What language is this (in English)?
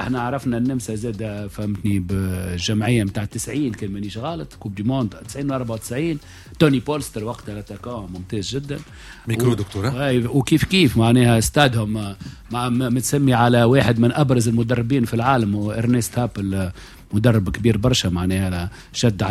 Tunisian Arabic